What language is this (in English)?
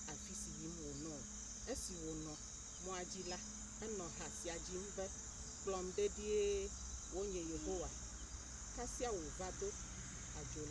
Ewe